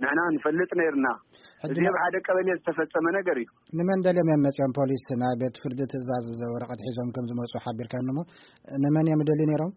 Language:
Tigrinya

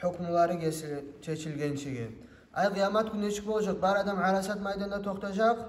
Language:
Kumyk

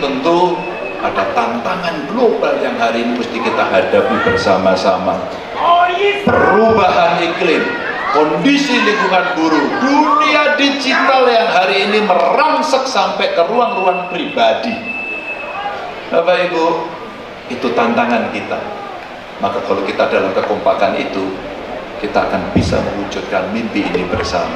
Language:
Indonesian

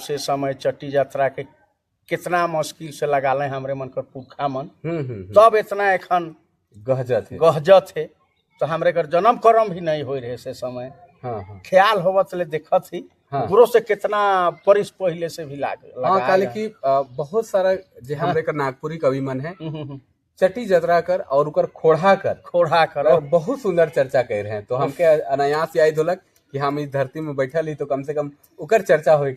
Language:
Sadri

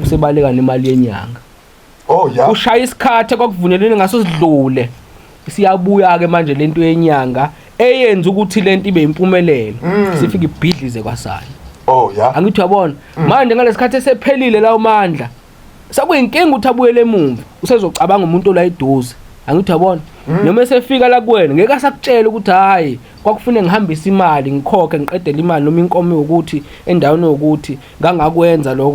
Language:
Zulu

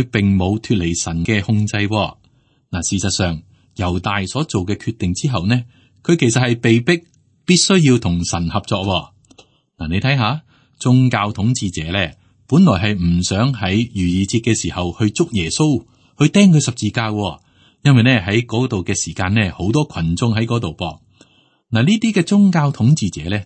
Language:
Cantonese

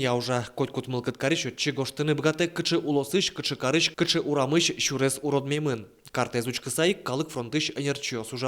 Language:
Udmurt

